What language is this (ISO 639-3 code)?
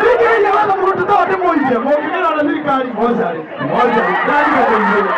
kik